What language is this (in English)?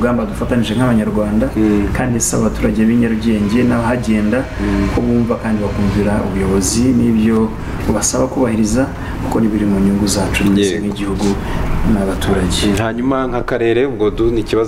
Kinyarwanda